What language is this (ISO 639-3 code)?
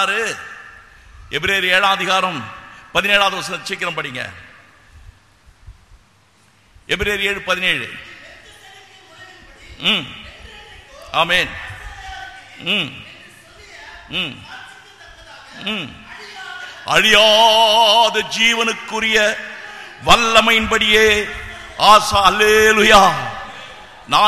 tam